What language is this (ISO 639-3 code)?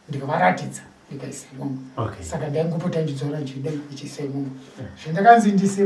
sna